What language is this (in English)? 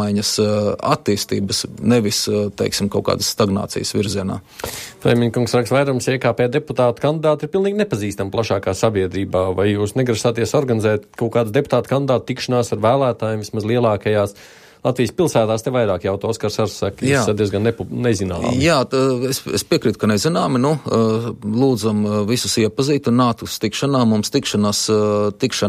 Latvian